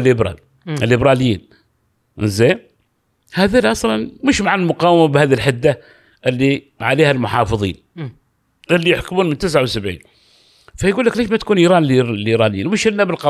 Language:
Gulf Arabic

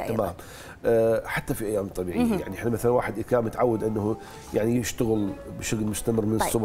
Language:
Mesopotamian Arabic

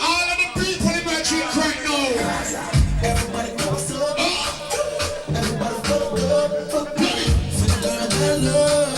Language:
Jamaican Creole English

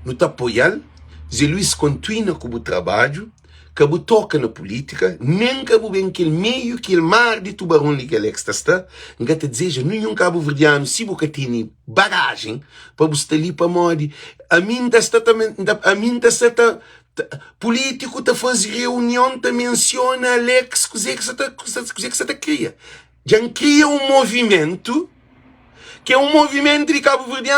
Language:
Kabuverdianu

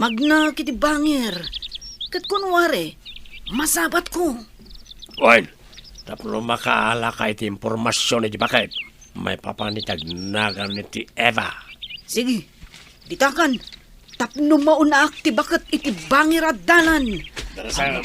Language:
Iloko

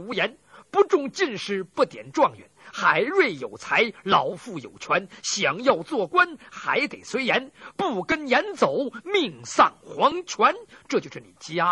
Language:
Chinese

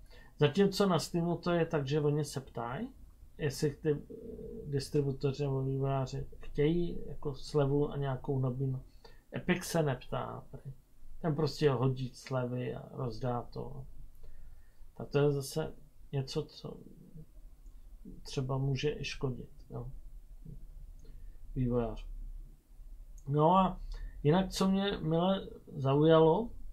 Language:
Czech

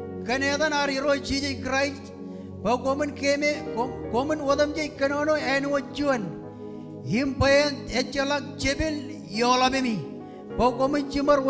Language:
Marshallese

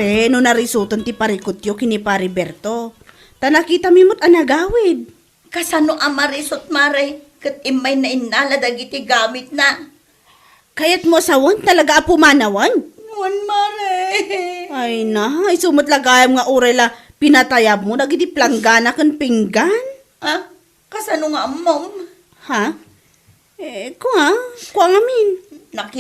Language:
Iloko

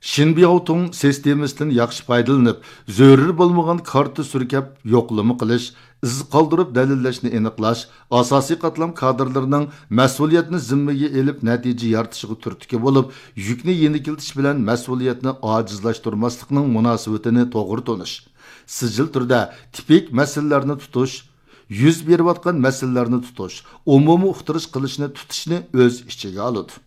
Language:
Uyghur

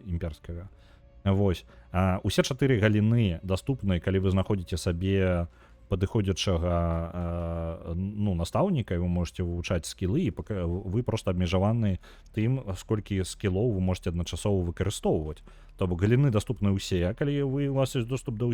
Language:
Belarusian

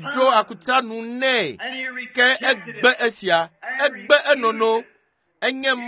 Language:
Ewe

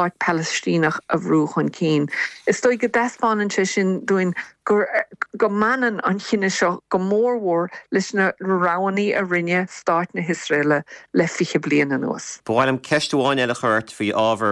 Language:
Irish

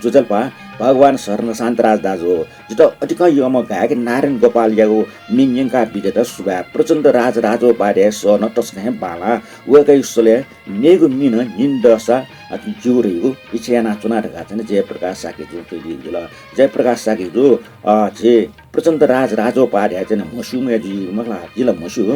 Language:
Newari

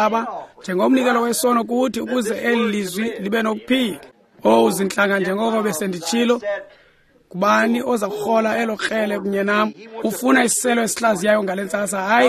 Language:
Xhosa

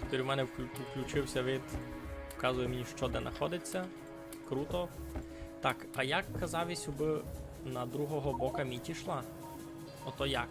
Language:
Rusyn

